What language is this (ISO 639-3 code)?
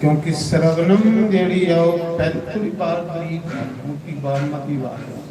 doi